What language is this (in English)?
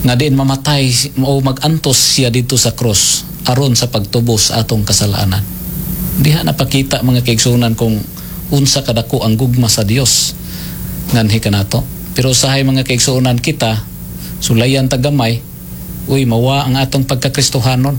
Cebuano